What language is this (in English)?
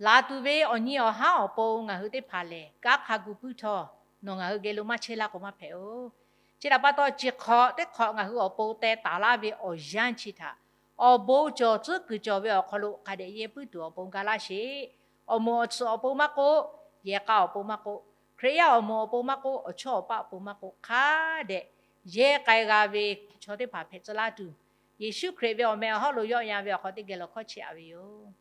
Lahu